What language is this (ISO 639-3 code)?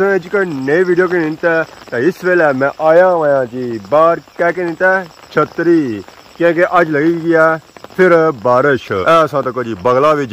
phr